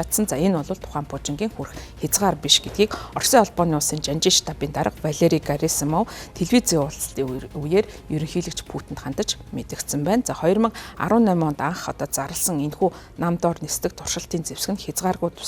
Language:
Mongolian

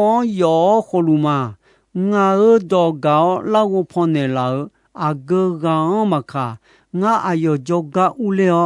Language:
Akha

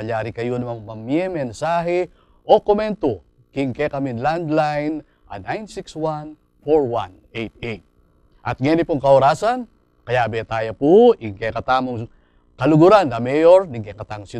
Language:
Pampanga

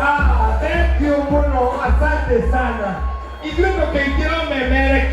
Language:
Kikuyu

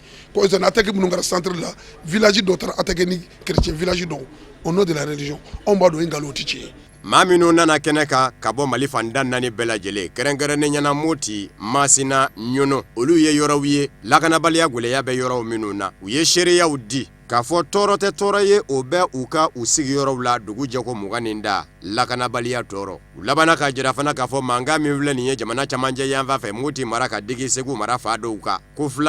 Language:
Bambara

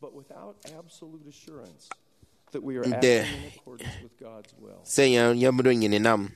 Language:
Efik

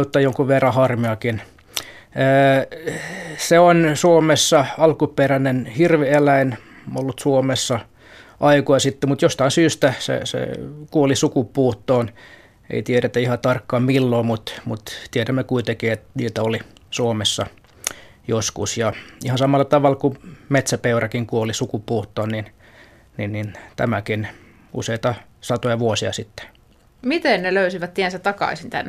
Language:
Finnish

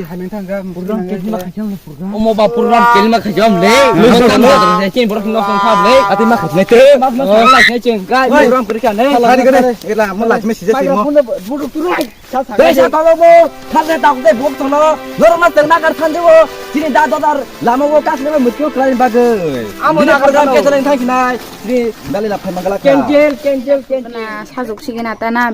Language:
Kok Borok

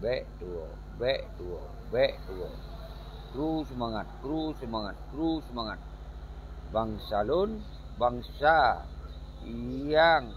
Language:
Achinese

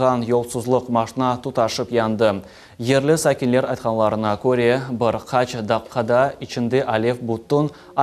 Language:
Crimean Tatar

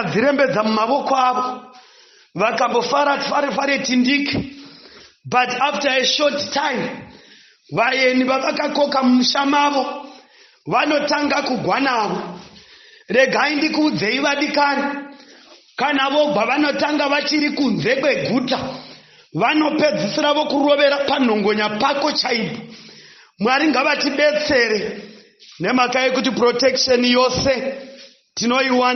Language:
Shona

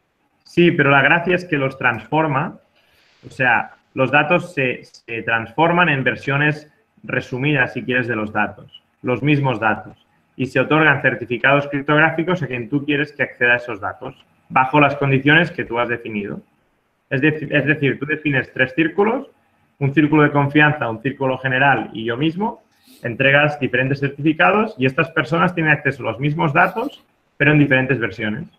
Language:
Spanish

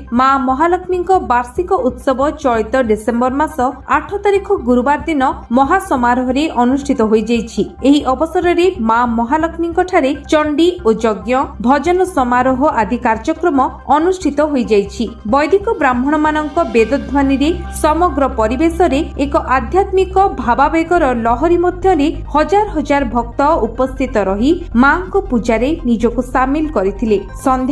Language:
Odia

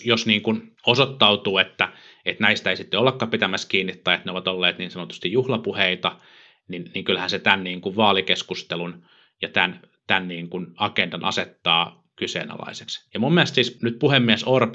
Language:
Finnish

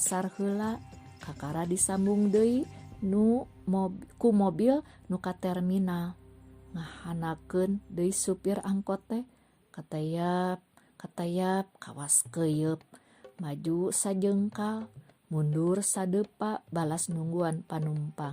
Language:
Sundanese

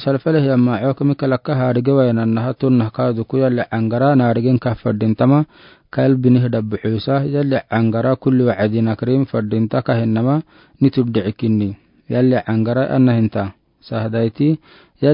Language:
Afar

